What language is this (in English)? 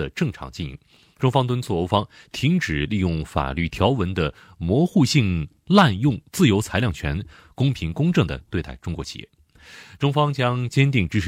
Chinese